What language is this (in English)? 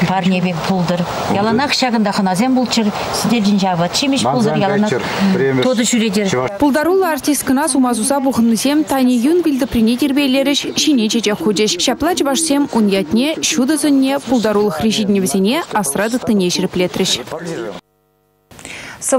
Chuvash